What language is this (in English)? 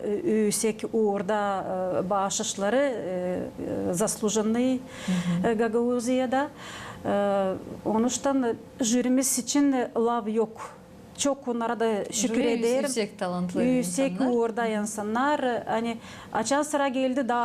Gagauz